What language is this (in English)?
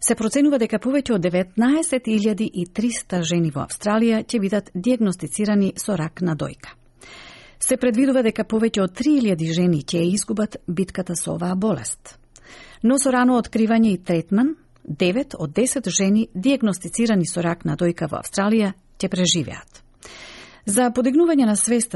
Macedonian